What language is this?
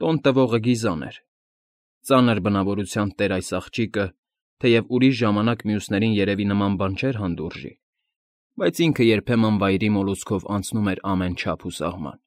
Armenian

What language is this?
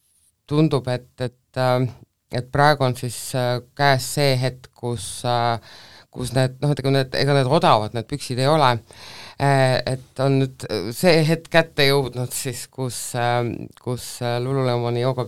Estonian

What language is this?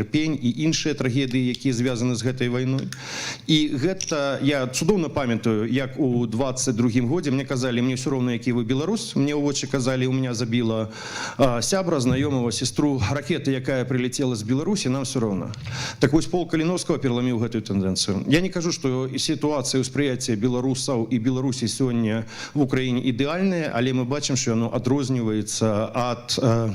Belarusian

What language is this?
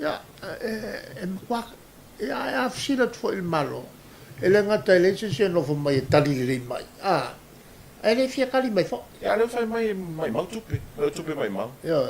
Samoan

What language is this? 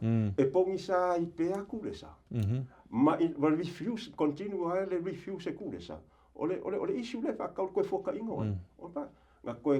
Samoan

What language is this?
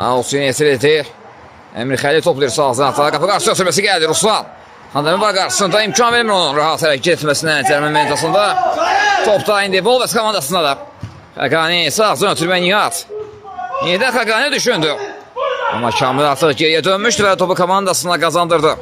Azerbaijani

